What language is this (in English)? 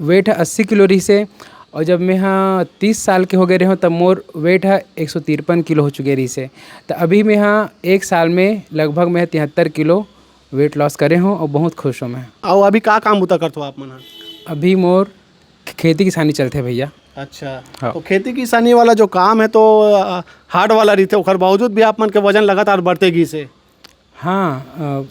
Chhattisgarhi